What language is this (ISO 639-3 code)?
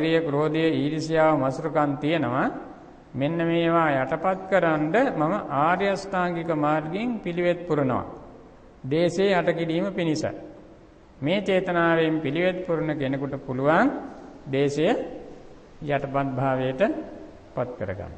sin